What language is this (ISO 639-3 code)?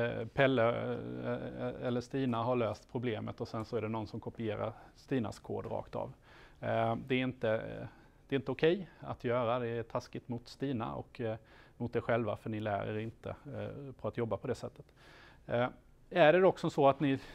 swe